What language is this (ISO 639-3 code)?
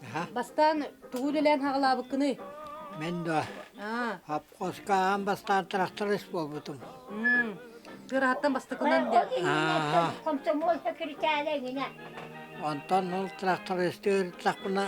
sah